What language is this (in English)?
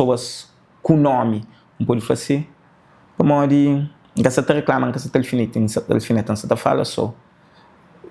Kabuverdianu